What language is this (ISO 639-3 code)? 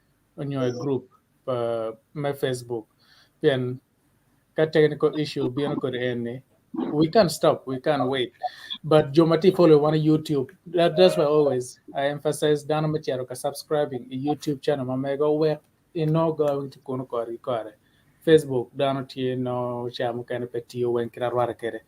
ach